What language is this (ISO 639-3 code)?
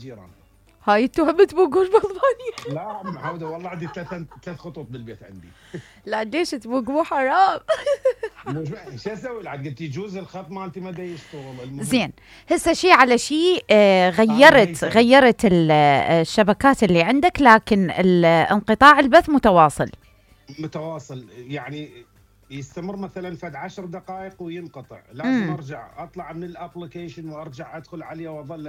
acm